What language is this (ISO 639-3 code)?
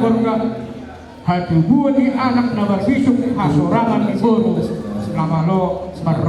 bbc